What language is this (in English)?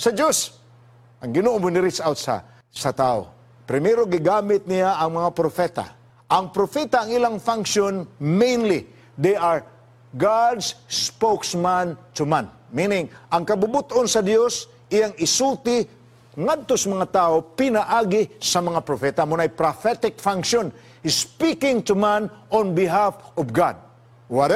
Cebuano